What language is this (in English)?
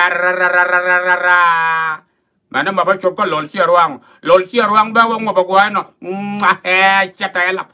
Nuer